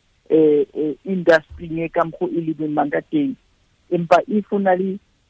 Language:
Southern Sotho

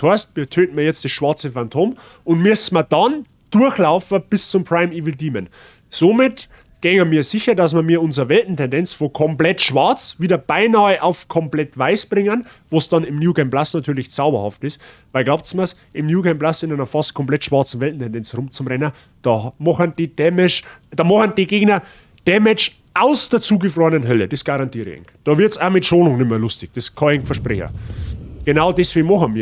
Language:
Bavarian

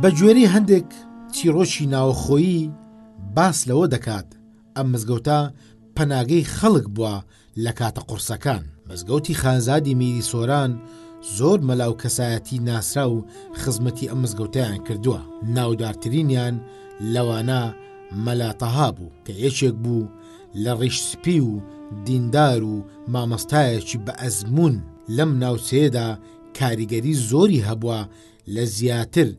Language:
Central Kurdish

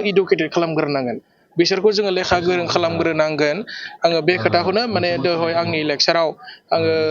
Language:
Bodo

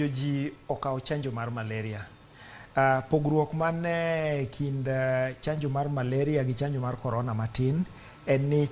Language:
Luo (Kenya and Tanzania)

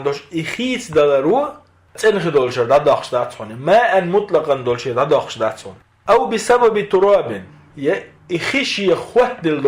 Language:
Chechen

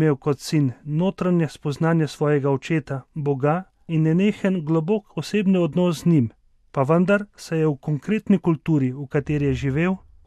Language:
Slovenian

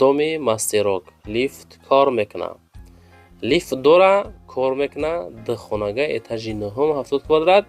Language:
Tajik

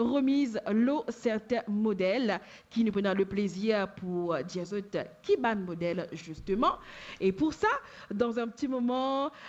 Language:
Morisyen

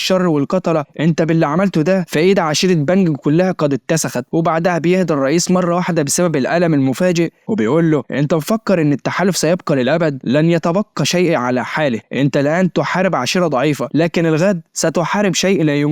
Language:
Egyptian Arabic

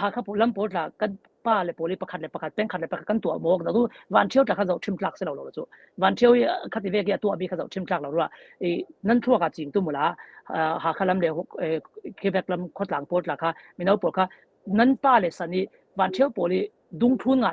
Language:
Falam Chin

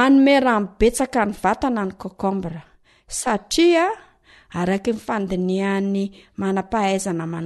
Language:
Malagasy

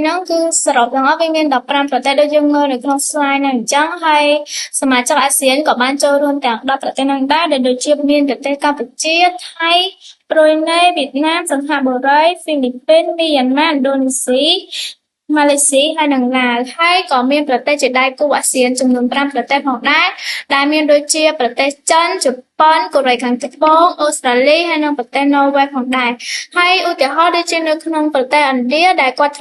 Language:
Khmer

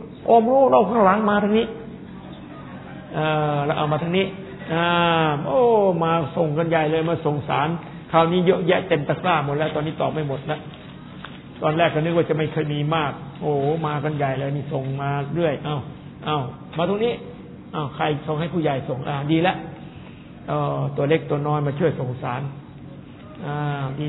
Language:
Thai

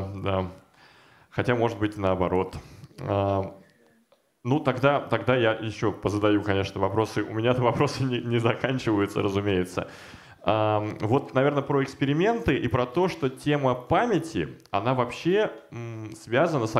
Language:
Russian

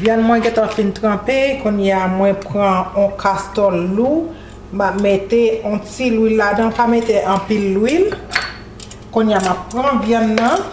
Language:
Haitian Creole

